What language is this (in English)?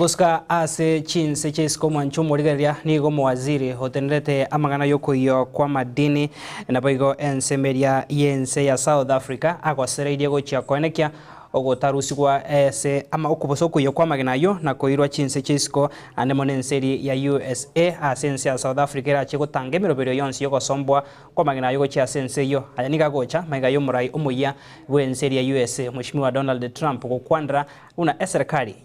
Gusii